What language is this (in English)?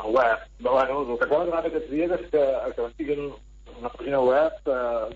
Catalan